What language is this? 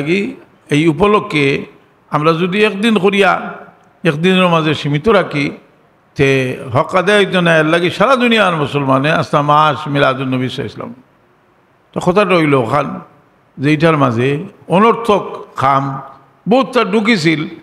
Sylheti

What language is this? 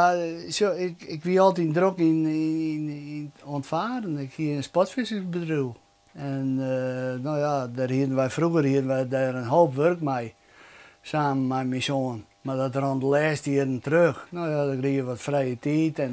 Western Frisian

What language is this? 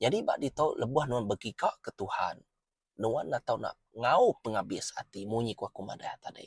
Iban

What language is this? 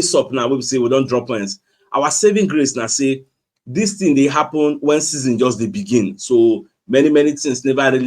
Nigerian Pidgin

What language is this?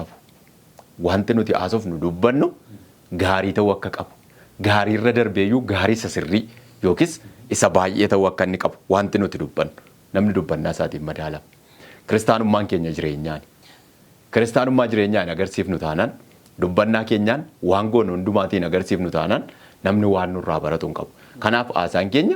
Oromo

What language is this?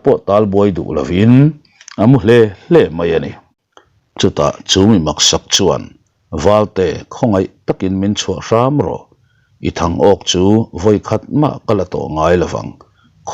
Mizo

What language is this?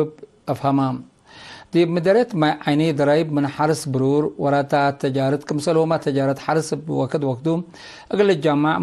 Tigre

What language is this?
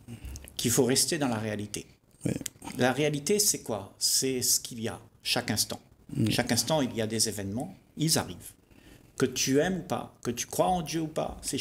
French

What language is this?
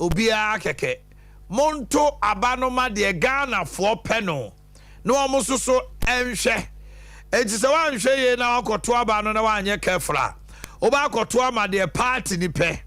Akan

